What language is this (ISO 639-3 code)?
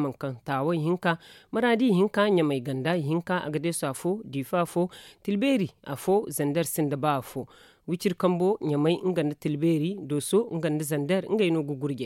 dje